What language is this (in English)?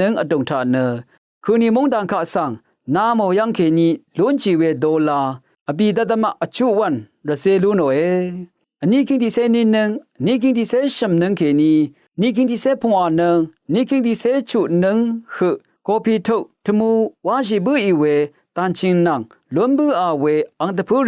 Rawang